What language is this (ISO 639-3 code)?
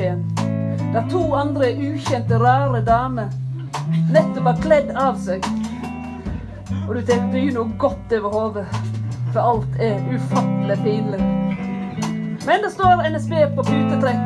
nor